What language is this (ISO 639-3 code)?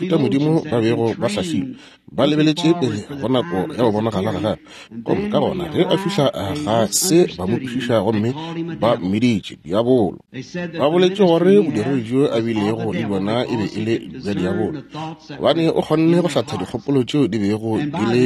nso